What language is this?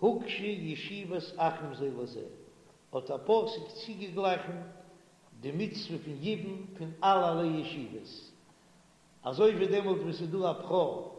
Yiddish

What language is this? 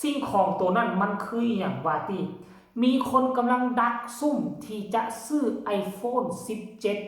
Northeastern Thai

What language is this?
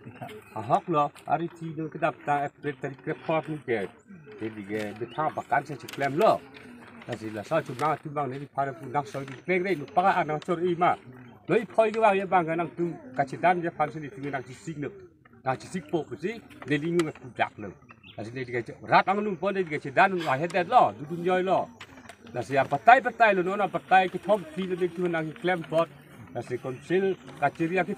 Karbi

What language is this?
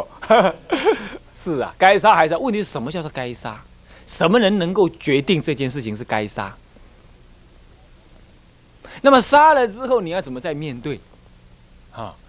Chinese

